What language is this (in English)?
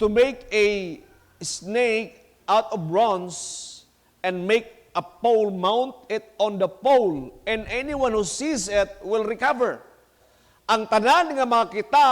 Cebuano